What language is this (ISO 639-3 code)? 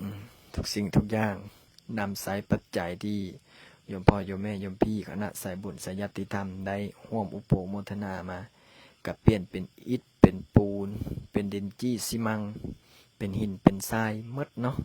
lao